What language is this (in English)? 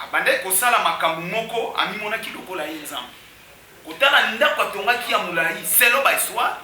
Lingala